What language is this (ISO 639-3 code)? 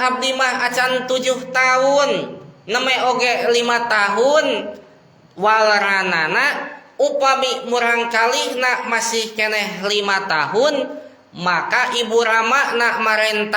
sun